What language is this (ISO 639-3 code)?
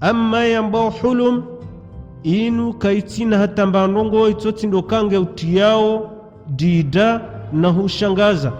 zdj